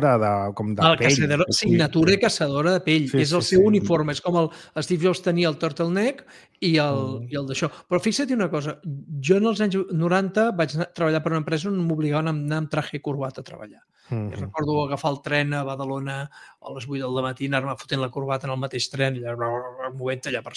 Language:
Catalan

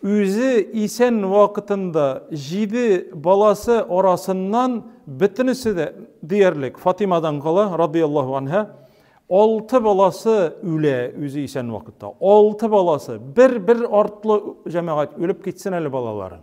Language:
Tatar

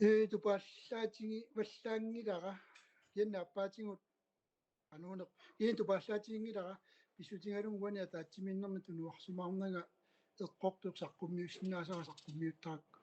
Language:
Kalaallisut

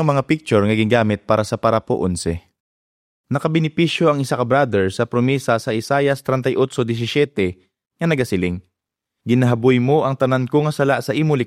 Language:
Hiligaynon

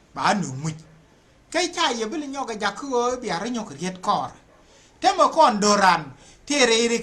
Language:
Nuer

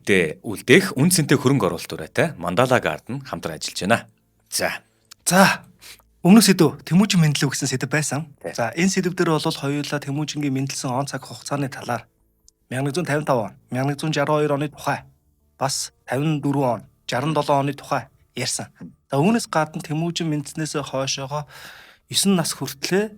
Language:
Mongolian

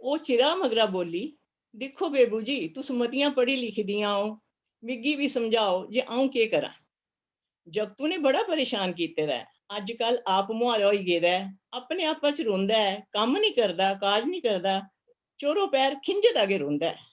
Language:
Dogri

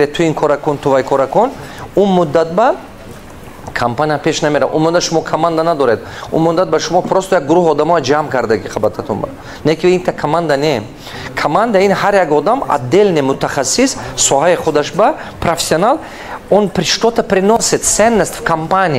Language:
Tajik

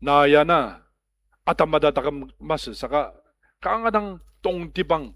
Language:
Ao Naga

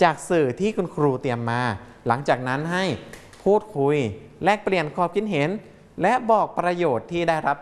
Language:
Thai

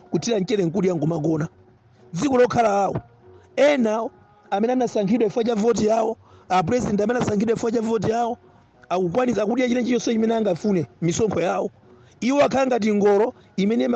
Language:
Nyanja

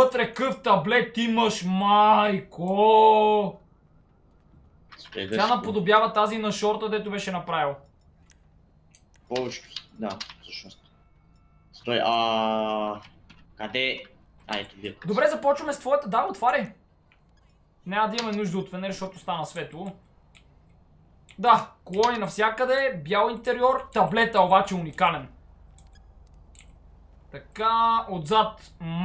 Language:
Bulgarian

